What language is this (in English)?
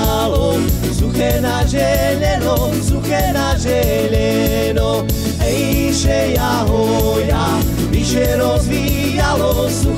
Slovak